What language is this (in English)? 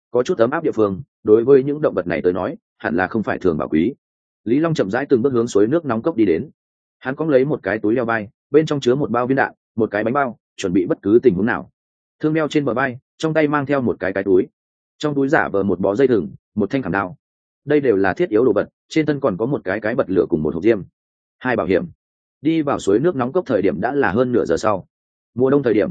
Vietnamese